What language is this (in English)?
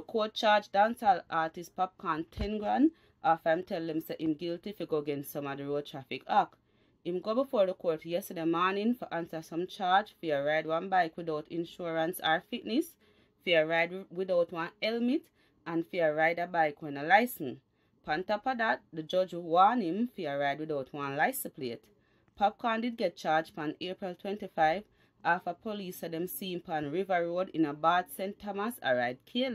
Jamaican Creole English